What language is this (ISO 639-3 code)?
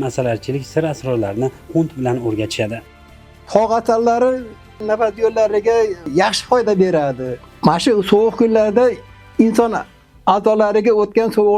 uzb